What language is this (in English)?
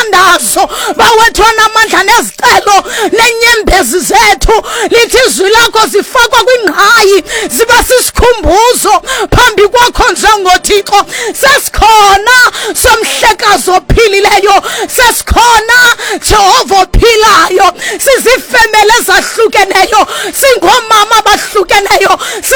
Xhosa